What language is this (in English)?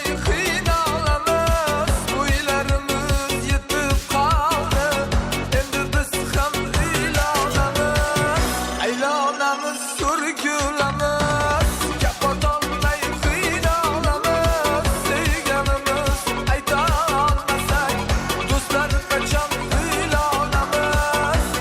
Kara-Kalpak